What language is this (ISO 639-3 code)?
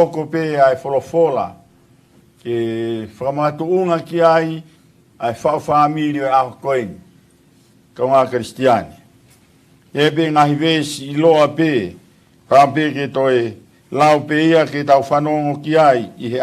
ton